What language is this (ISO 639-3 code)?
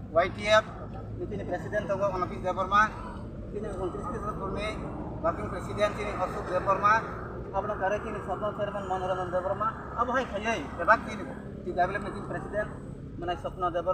trp